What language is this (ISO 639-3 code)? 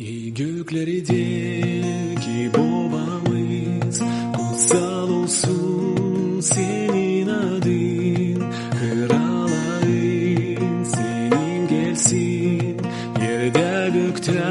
gag